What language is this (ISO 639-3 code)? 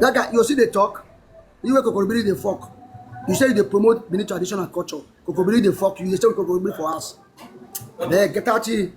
pcm